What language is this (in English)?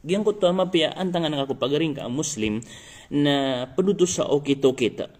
Maranao